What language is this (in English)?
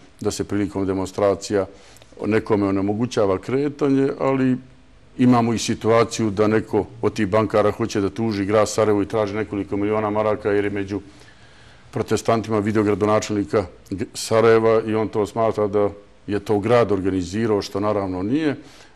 Bosnian